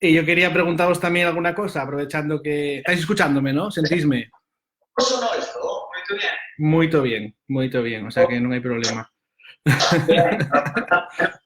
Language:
Asturian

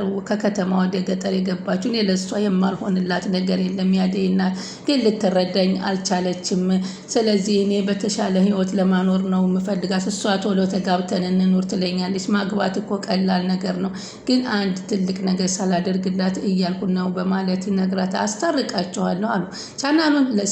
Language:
Amharic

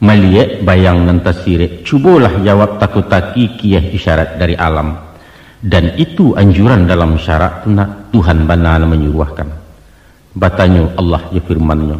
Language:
Minangkabau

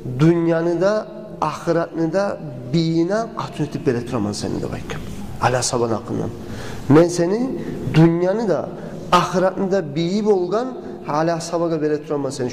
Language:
Kumyk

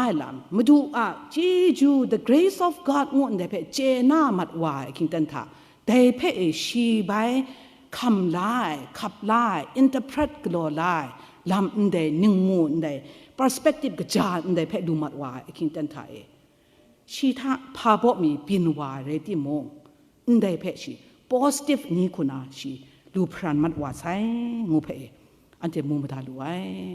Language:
Kachin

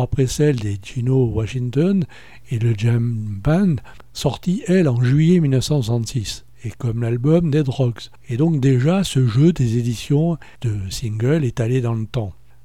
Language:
French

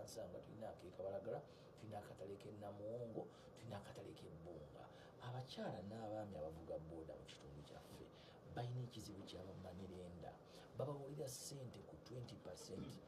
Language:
Ganda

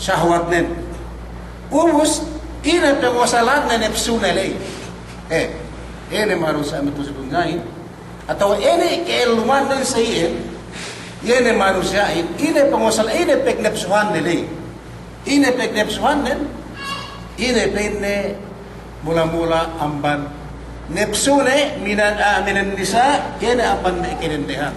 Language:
Yakan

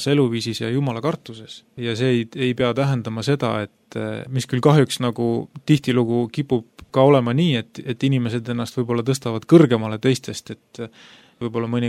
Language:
Estonian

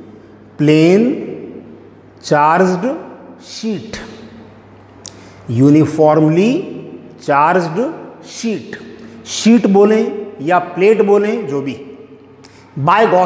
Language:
Hindi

